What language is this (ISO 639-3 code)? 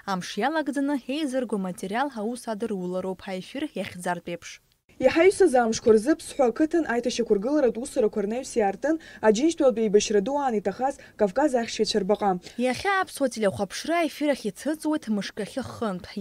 abk